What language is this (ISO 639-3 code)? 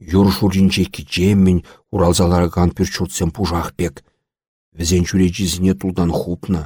chv